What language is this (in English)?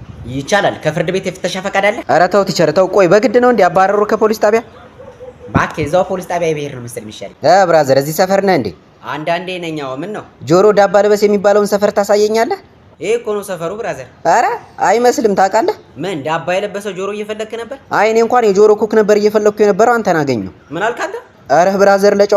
Amharic